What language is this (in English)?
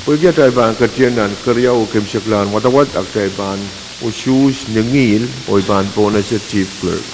Pohnpeian